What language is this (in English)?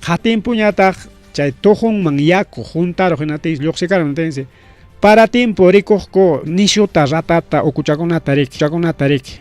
Ayacucho Quechua